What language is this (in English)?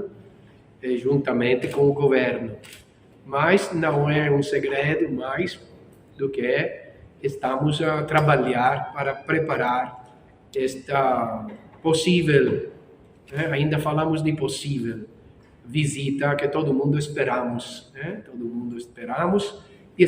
Tetum